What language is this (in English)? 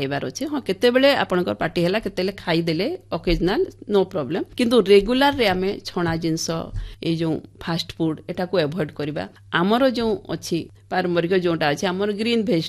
Odia